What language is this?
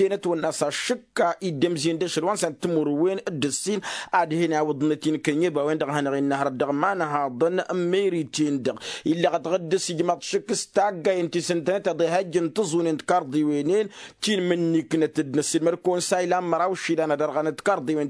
Tamasheq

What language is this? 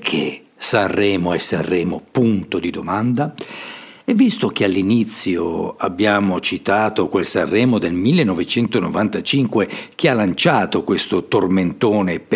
Italian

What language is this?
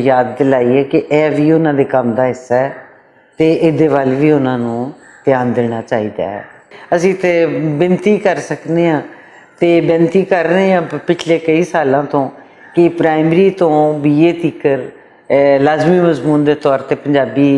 Western Panjabi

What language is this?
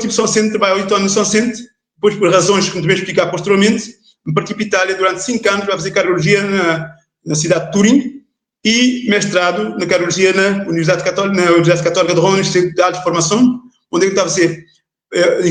Kabuverdianu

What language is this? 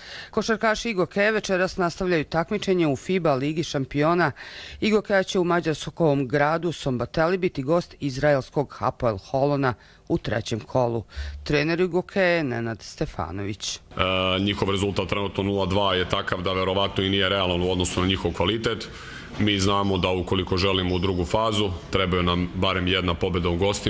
Croatian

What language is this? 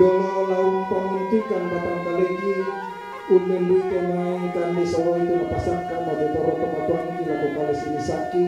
Toraja-Sa'dan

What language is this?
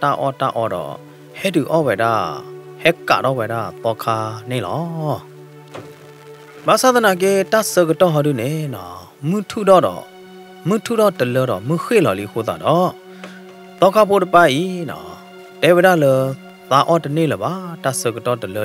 S'gaw Karen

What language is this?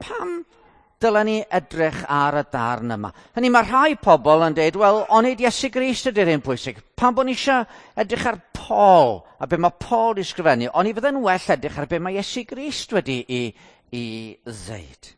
Welsh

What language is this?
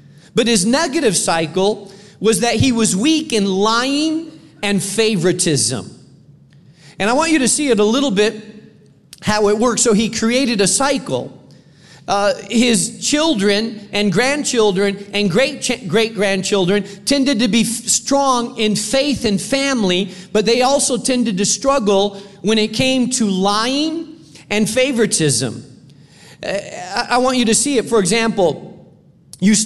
English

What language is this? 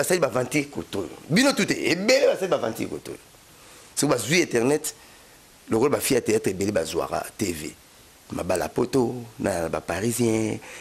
Lingala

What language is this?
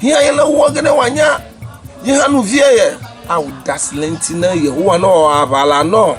Ewe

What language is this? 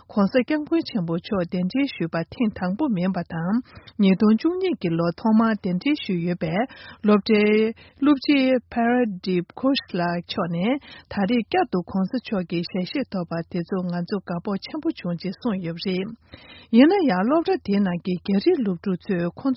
Tibetan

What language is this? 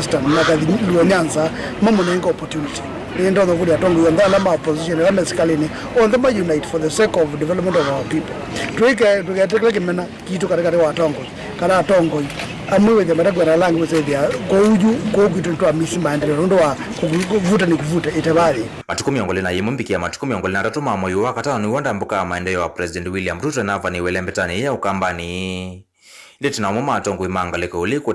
Kamba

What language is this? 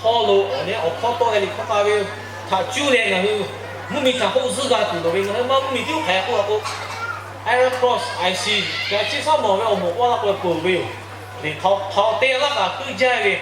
Lahu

